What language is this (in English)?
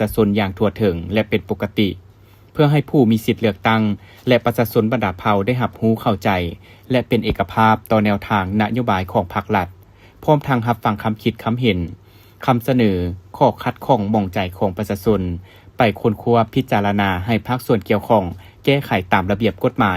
Lao